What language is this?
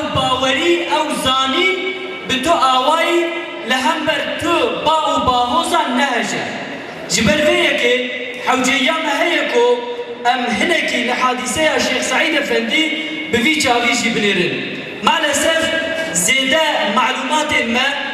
Kurdish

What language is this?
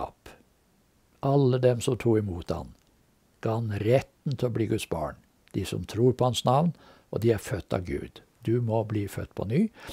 Norwegian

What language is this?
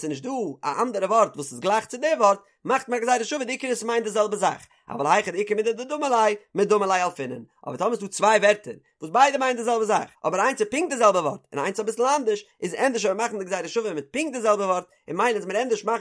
Yiddish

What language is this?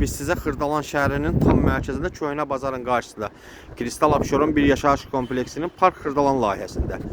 Azerbaijani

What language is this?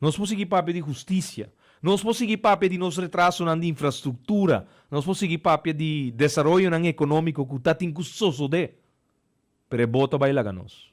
Papiamento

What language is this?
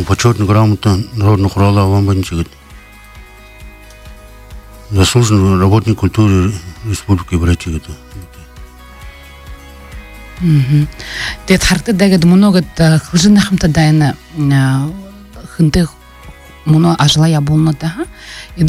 Buriat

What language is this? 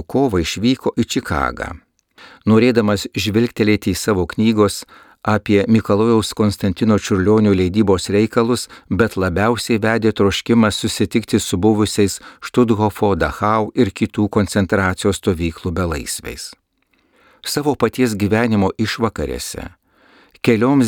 Lithuanian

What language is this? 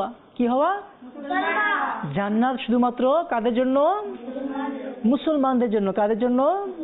Bangla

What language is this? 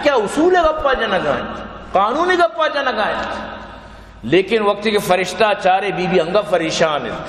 Baluchi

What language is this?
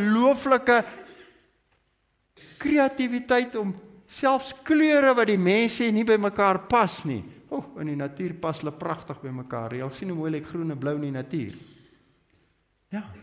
Afrikaans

